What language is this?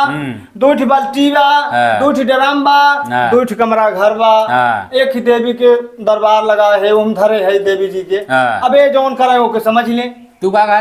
Awadhi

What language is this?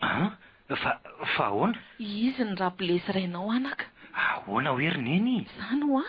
Malagasy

